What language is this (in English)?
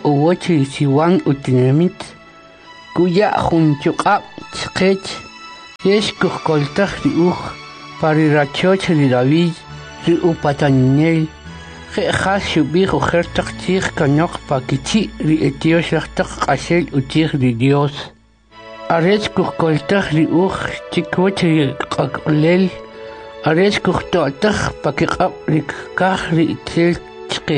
Kʼicheʼ